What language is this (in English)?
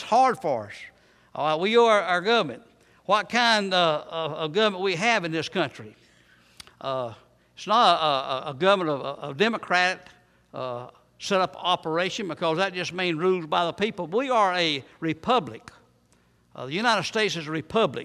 English